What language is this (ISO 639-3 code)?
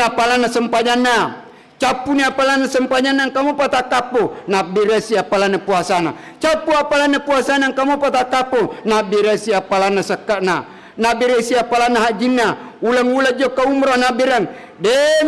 bug